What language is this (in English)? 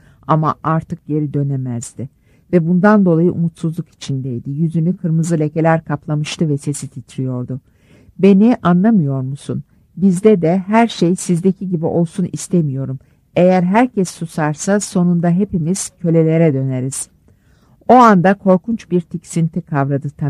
Turkish